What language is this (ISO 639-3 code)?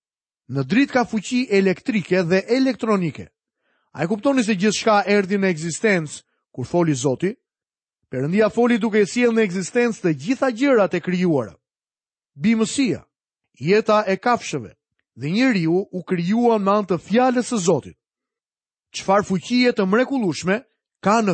sqi